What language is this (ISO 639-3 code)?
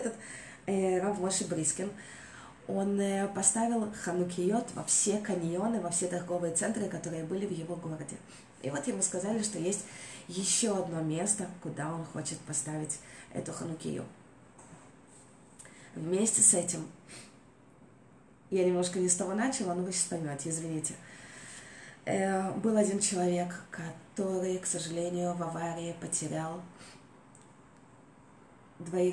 rus